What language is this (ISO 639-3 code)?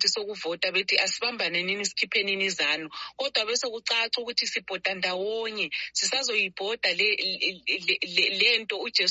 nde